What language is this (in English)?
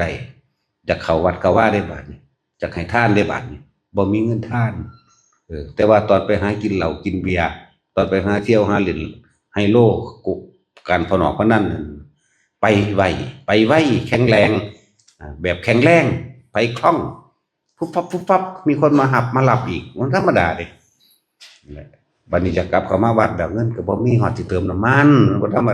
Northeastern Thai